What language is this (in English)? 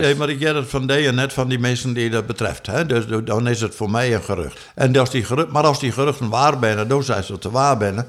Western Frisian